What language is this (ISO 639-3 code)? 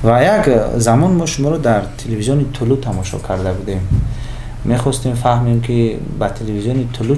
tgk